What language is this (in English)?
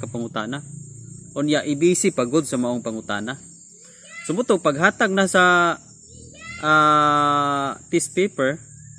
Cebuano